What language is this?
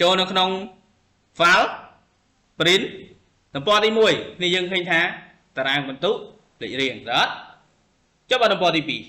Khmer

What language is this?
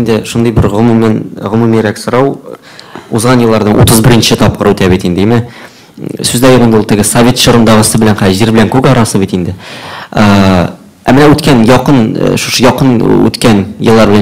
Tatar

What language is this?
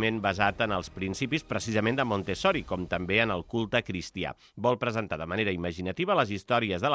Catalan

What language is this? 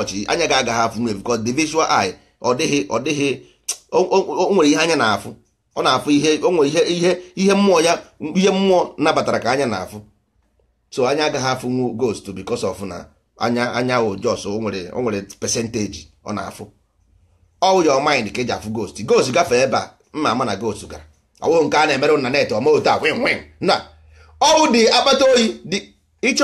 Igbo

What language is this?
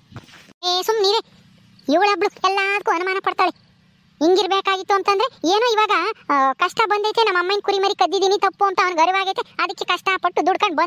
Kannada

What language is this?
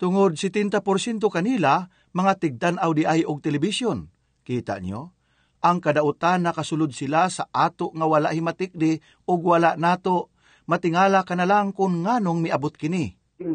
Cebuano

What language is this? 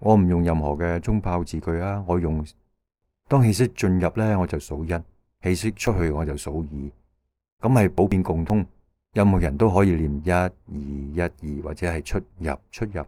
Cantonese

